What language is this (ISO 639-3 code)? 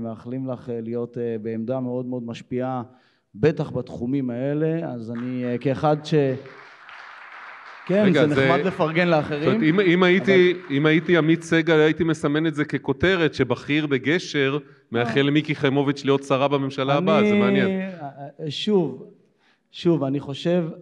heb